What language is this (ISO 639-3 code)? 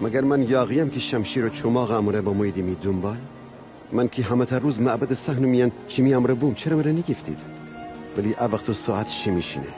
glk